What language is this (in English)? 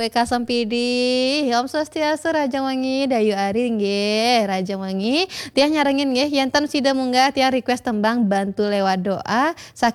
Balinese